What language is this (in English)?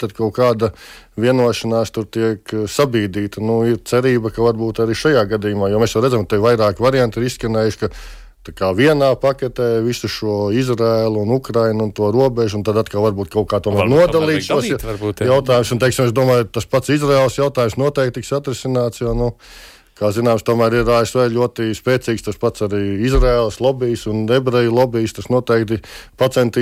Latvian